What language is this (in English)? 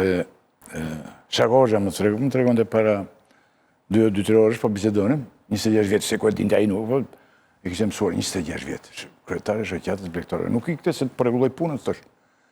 Albanian